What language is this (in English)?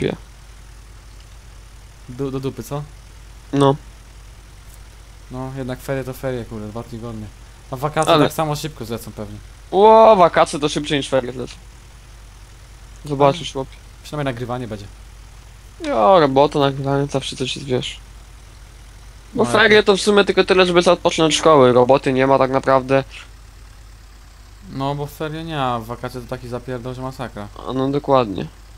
Polish